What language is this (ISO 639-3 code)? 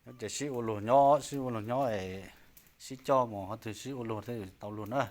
hmn